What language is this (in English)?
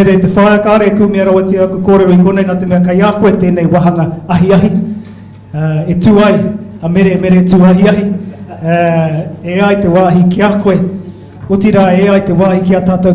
Māori